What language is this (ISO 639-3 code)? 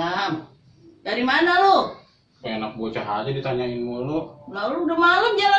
bew